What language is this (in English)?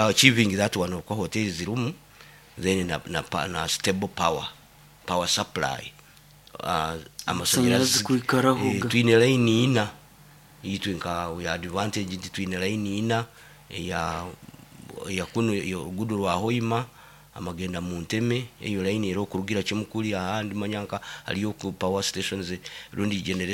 Nyoro